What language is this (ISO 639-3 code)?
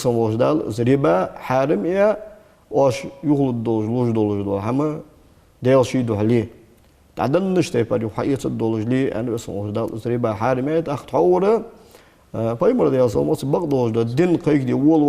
inh